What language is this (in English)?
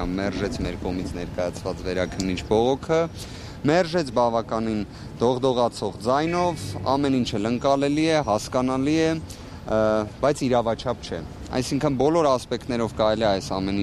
Armenian